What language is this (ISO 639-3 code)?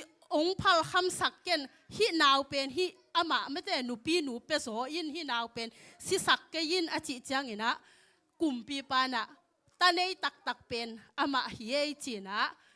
ctd